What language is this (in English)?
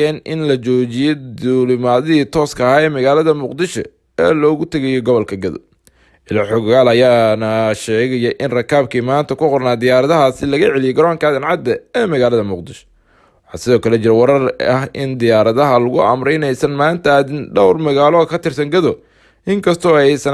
Somali